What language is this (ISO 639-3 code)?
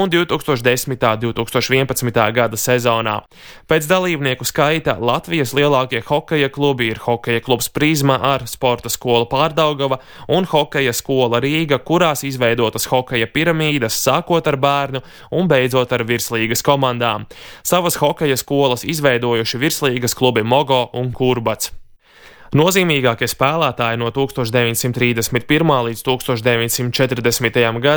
lav